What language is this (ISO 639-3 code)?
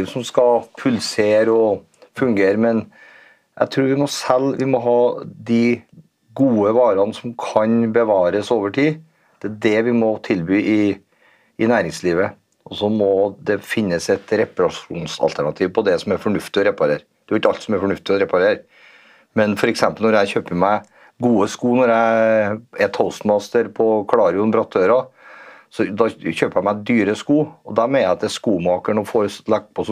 nor